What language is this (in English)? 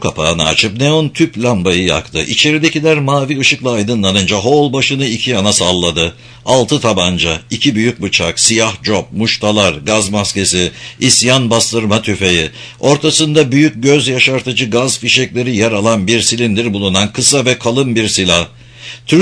Turkish